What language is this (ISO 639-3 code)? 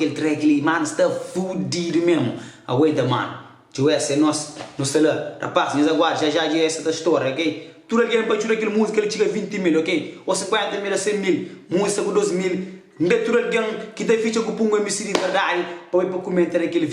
kea